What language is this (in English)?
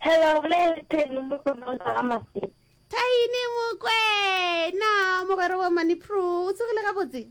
Northern Sotho